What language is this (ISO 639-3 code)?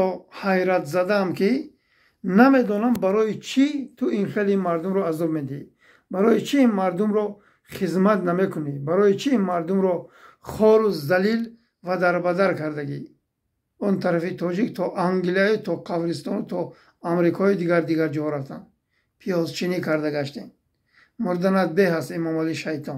tgk